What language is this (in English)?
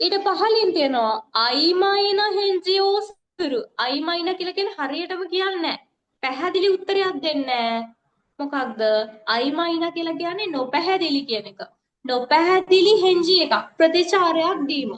Sinhala